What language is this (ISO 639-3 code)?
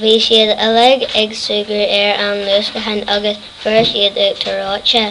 gle